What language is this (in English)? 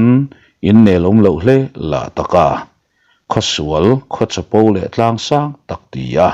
Mizo